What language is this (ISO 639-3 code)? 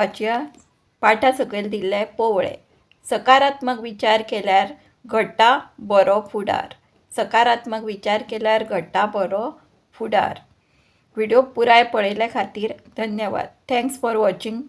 kok